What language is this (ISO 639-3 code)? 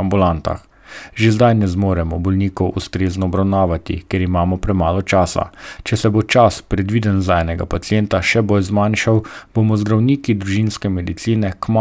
slv